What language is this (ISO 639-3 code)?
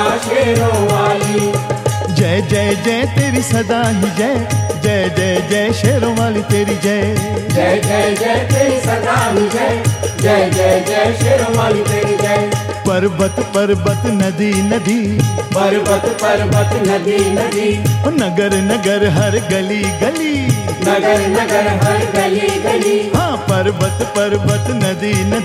hin